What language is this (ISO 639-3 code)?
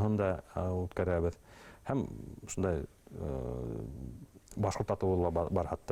bak